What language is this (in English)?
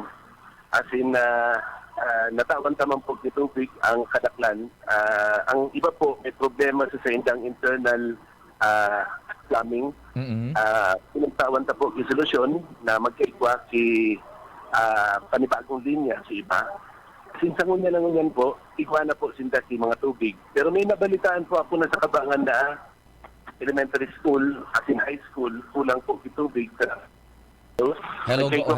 Bikol